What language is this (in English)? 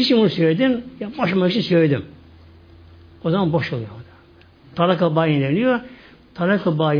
Turkish